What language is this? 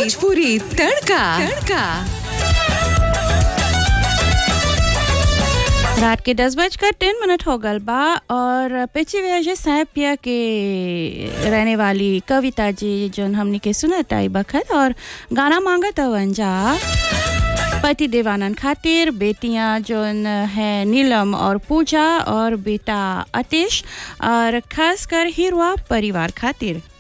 Bhojpuri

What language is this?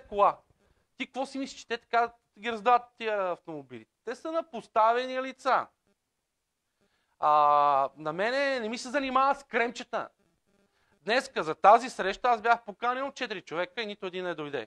Bulgarian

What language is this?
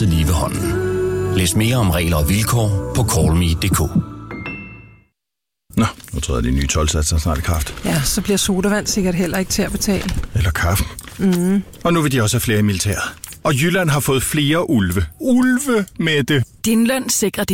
Danish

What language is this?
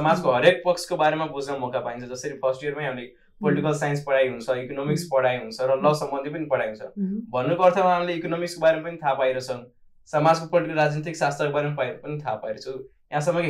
Nepali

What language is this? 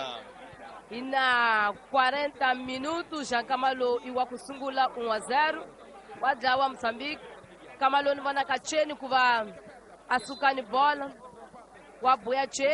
Tsonga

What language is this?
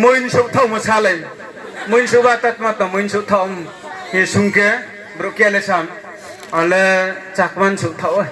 Riang (India)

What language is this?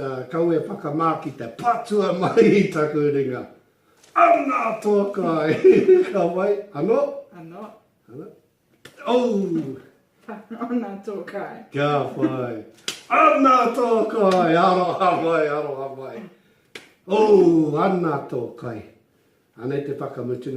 Māori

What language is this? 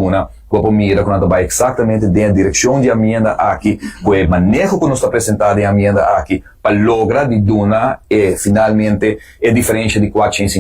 Papiamento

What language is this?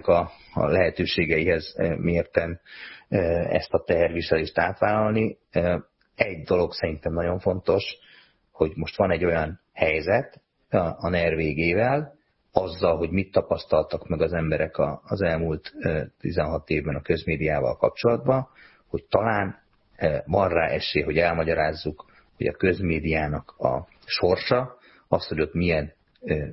Hungarian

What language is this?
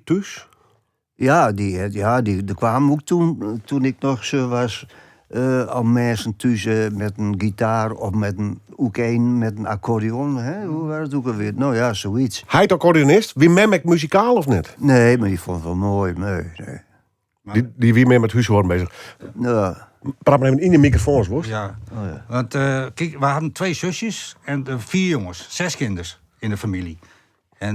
Western Frisian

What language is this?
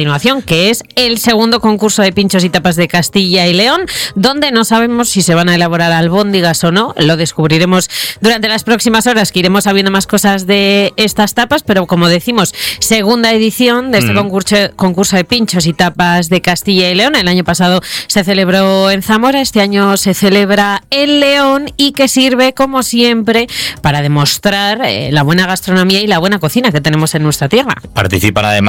Spanish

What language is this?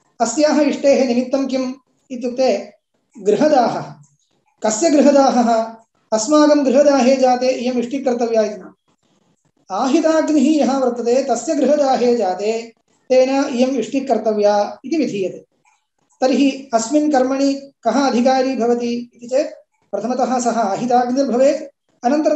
Sanskrit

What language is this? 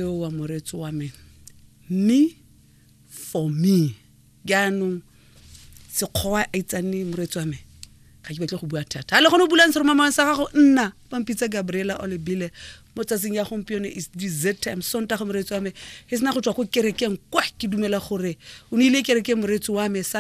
Tswana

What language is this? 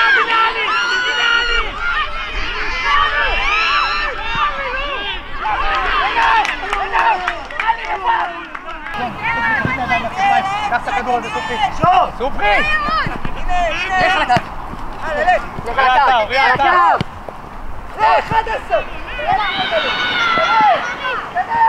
Hebrew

